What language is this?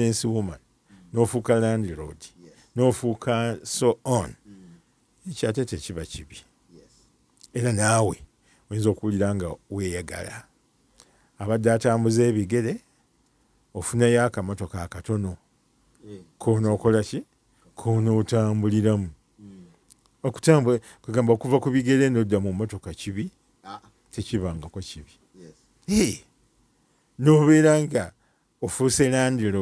Ganda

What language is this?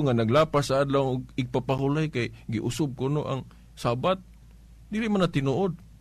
Cebuano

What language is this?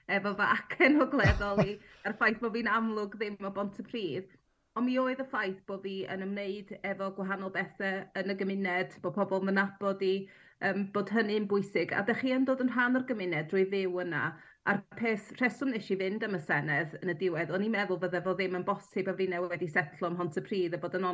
Welsh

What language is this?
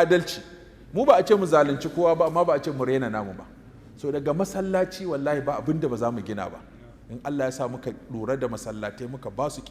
Hausa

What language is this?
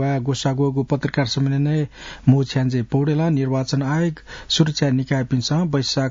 Newari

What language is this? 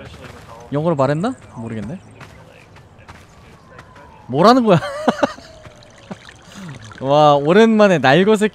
Korean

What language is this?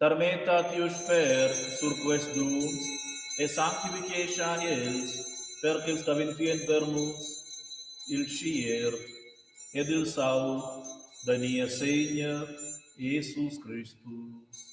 Romansh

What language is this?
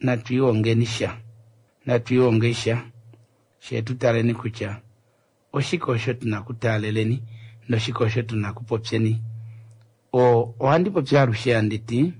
Kuanyama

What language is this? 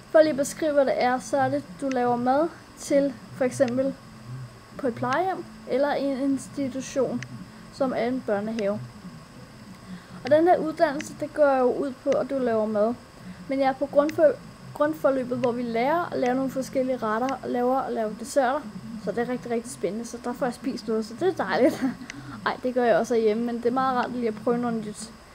Danish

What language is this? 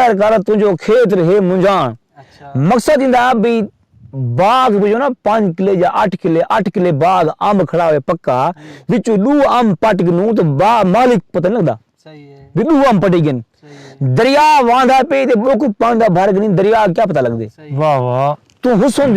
Saraiki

